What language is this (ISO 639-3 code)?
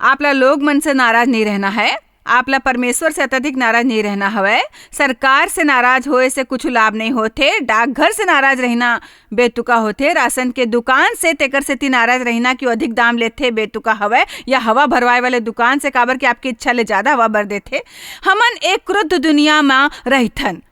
hne